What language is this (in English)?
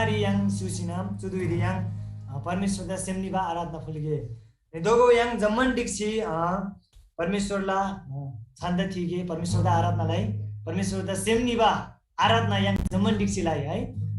Eastern Tamang